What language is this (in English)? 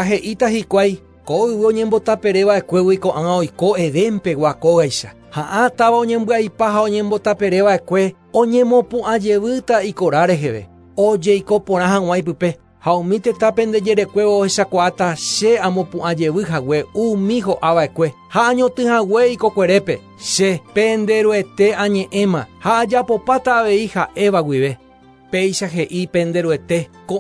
Guarani